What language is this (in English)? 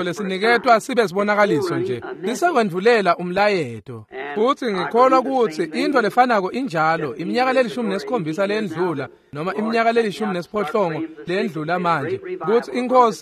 Swati